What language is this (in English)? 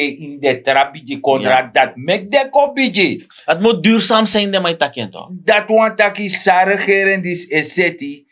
Sranan Tongo